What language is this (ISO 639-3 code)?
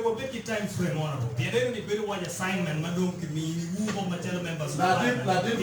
ach